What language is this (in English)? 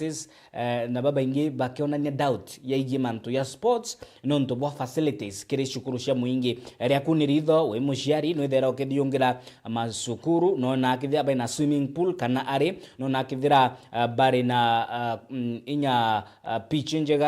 Meru